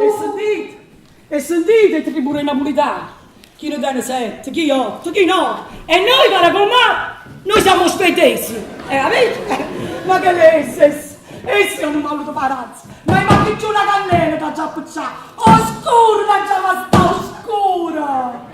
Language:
Neapolitan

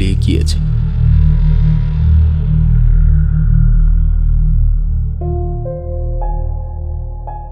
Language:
Bangla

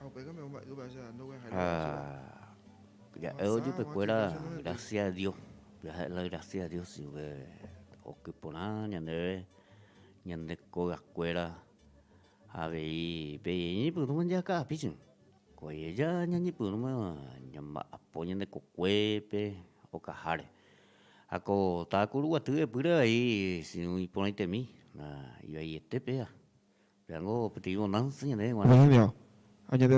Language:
Guarani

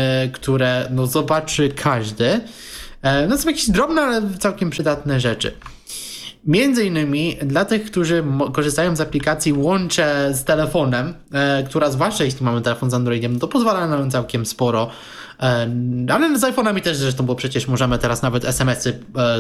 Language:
Polish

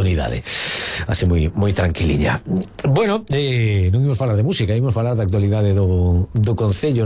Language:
Galician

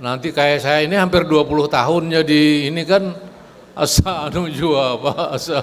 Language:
Banjar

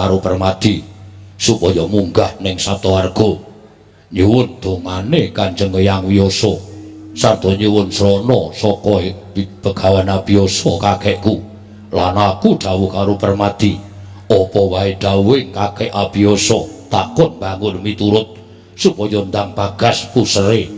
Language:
Javanese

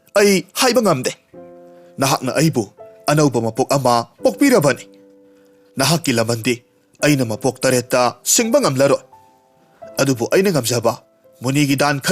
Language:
Manipuri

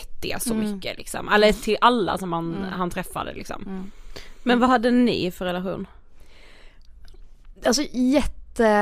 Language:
Swedish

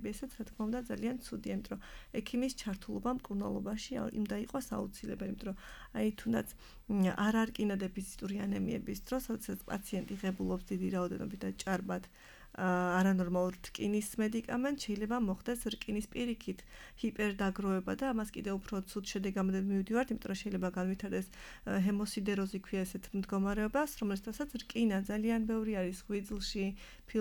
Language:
Georgian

